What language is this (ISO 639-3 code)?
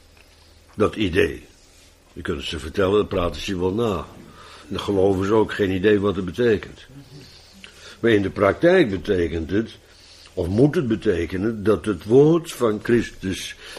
nld